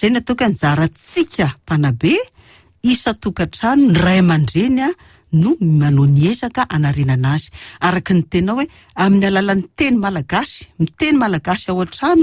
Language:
Malagasy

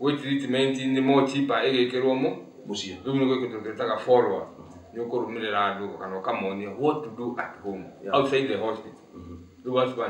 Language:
Kikuyu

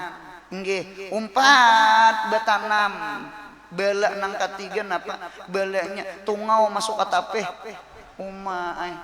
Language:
Banjar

